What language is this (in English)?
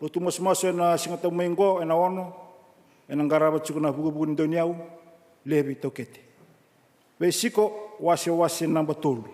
Fijian